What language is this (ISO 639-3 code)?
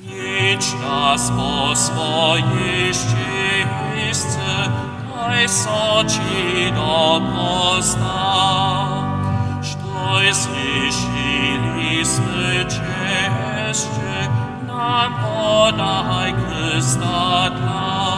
hsb